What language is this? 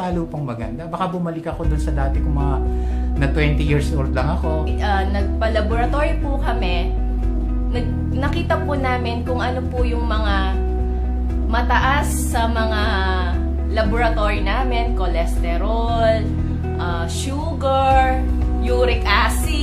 Filipino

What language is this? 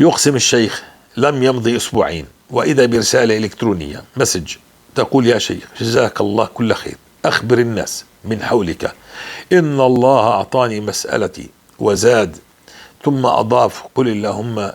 North Levantine Arabic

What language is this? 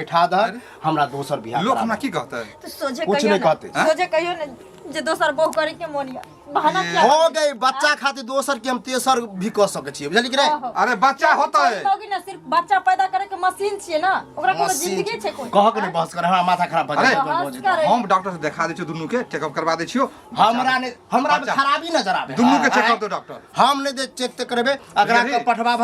Maithili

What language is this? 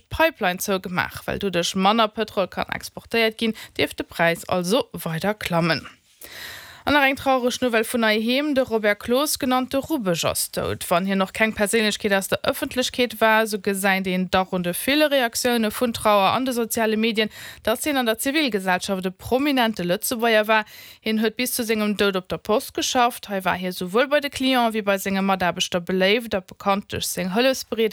Luxembourgish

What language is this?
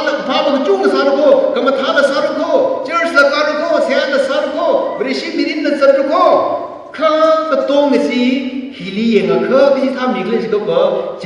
Tangkhul Naga (India)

